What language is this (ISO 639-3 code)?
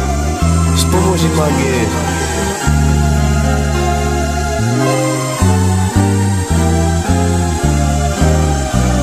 slk